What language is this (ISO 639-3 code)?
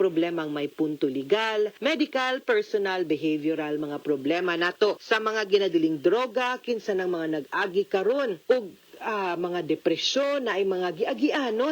ceb